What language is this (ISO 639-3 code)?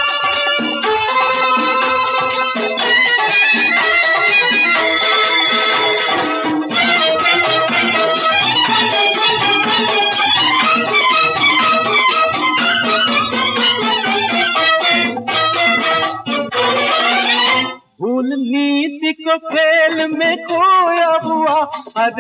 hin